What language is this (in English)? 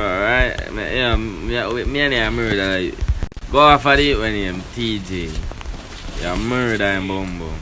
Jamaican Creole English